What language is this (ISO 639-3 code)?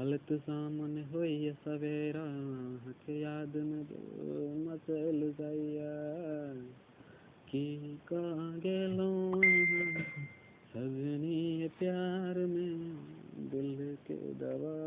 mai